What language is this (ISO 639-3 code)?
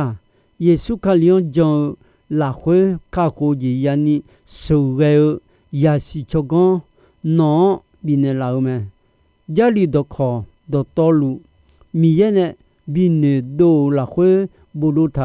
ahk